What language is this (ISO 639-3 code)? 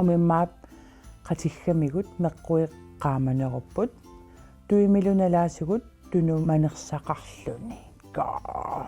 kal